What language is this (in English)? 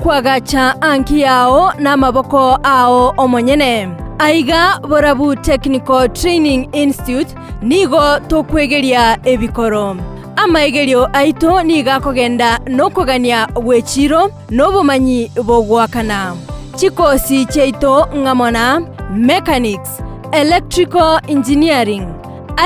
Gusii